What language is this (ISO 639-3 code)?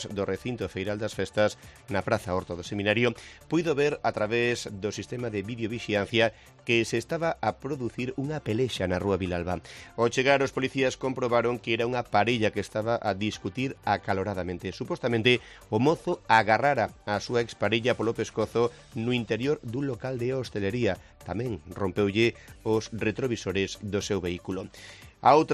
glg